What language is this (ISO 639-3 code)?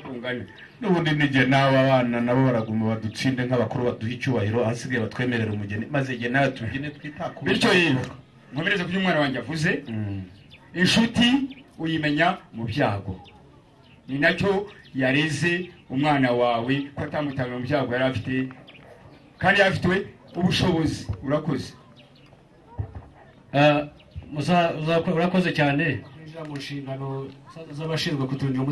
kin